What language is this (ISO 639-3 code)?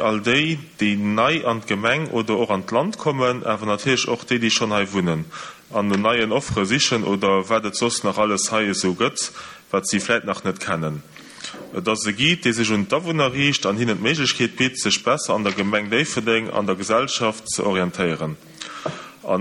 ltz